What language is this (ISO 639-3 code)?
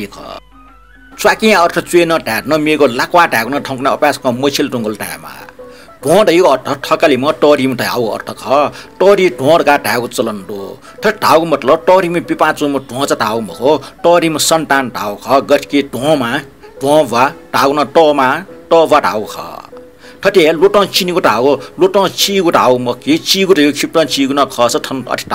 new